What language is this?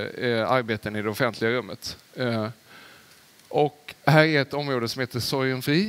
Swedish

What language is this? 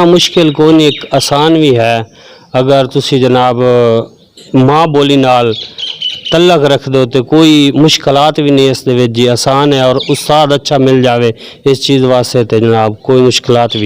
Saraiki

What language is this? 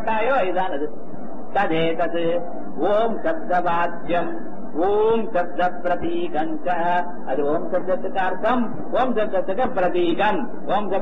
Tamil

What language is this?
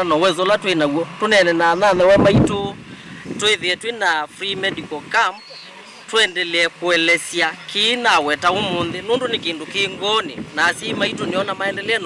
Kamba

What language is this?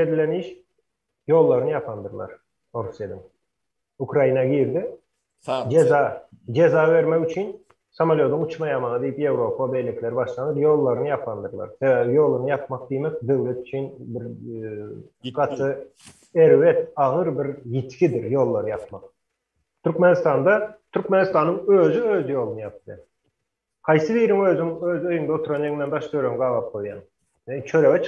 Turkmen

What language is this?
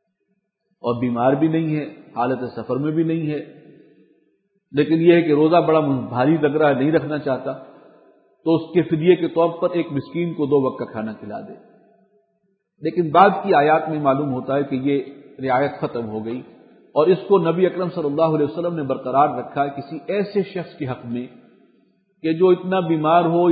Urdu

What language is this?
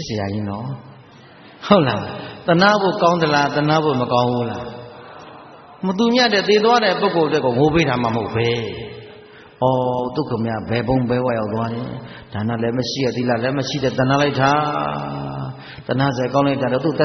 Burmese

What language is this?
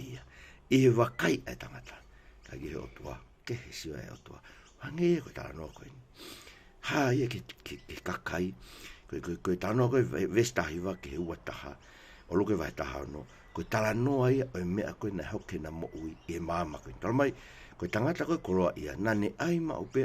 Tongan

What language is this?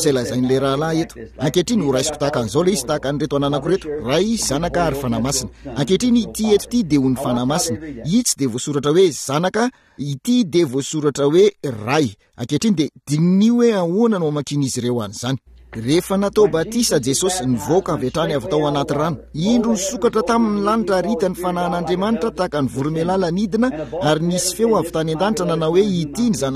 Malagasy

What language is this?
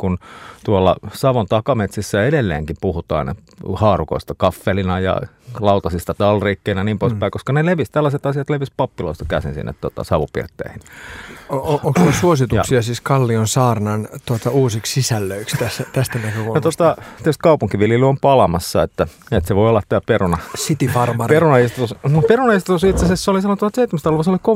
Finnish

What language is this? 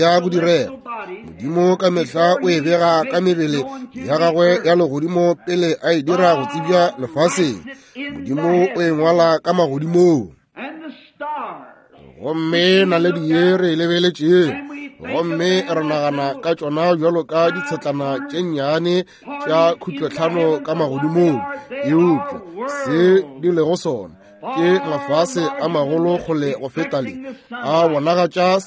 Northern Sotho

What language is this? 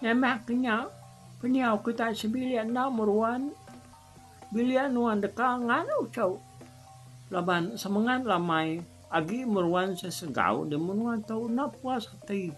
Iban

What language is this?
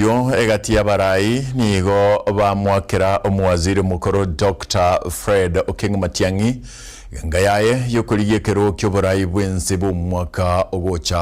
Gusii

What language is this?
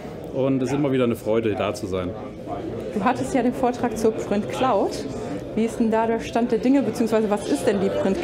German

